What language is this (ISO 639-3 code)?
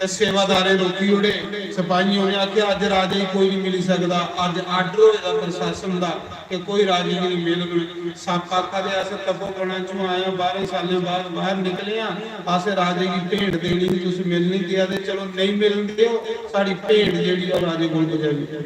doi